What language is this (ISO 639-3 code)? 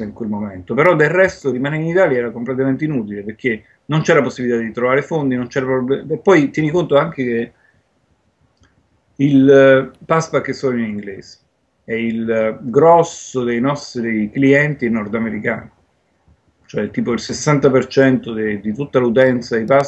ita